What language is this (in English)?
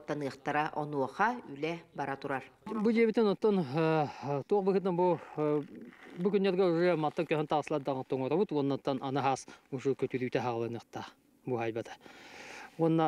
Yakut